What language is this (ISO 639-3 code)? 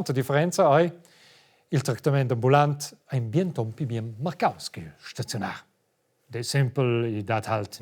roh